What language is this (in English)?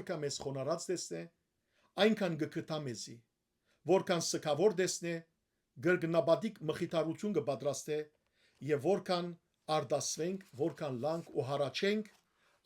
Western Armenian